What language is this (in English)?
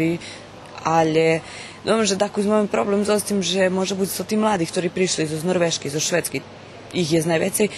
Rusyn